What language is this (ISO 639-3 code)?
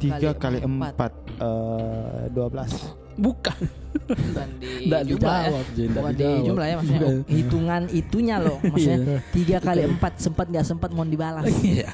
mfp